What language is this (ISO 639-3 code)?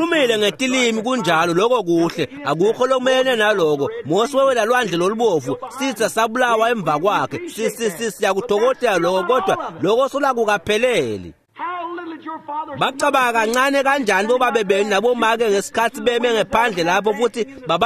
ssw